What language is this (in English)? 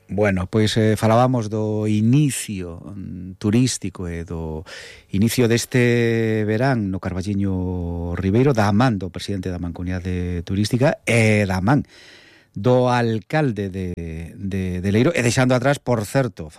Galician